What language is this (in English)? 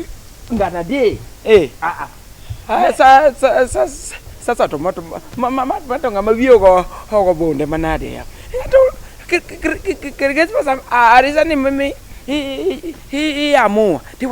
Luo (Kenya and Tanzania)